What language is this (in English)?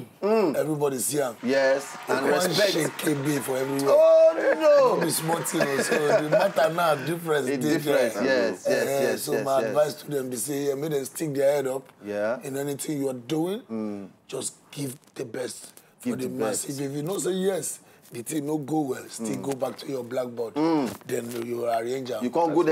Nigerian Pidgin